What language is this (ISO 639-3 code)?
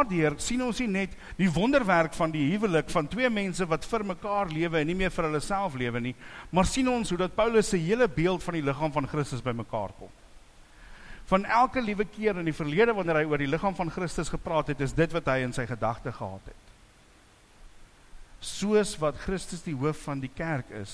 afr